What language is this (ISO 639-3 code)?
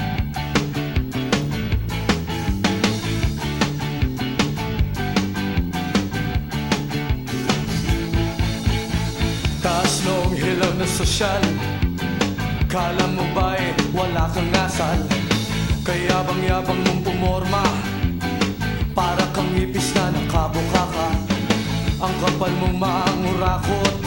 fil